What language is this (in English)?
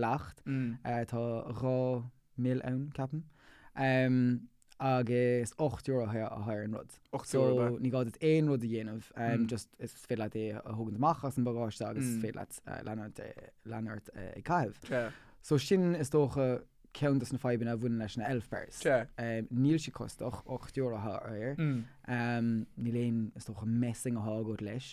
Irish